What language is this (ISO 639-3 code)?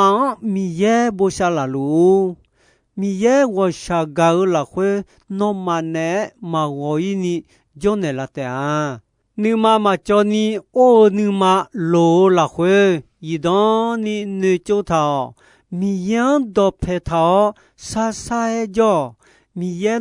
ahk